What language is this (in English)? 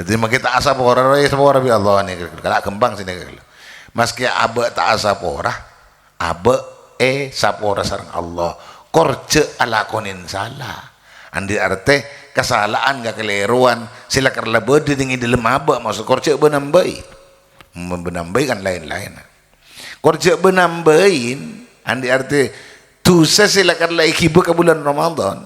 Madurese